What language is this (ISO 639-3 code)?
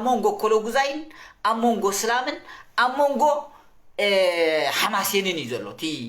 tir